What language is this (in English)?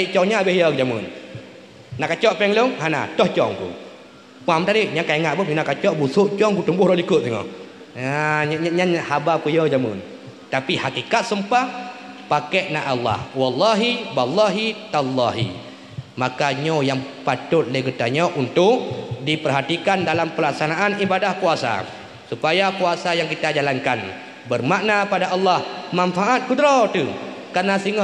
Achinese